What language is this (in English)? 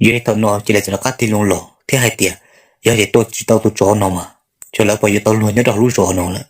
Hmong